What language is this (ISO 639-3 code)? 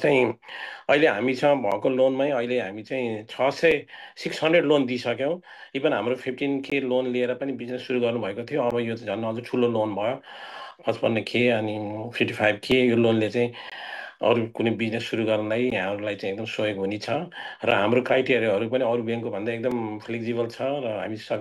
nep